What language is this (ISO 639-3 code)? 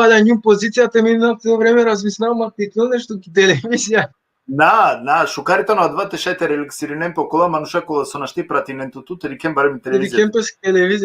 rmn